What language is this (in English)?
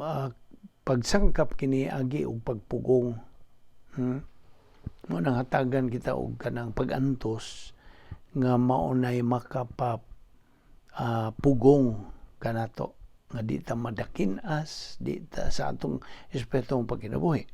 Cebuano